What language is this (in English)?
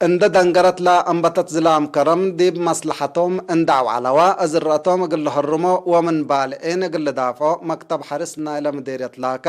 Tigre